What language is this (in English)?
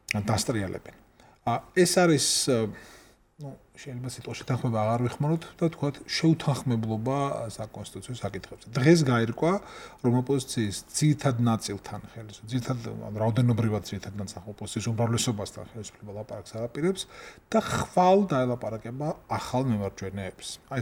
Georgian